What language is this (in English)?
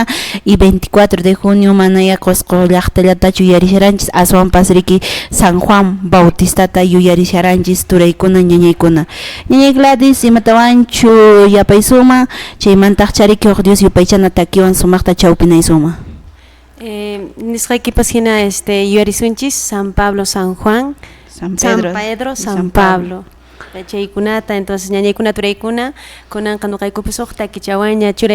Quechua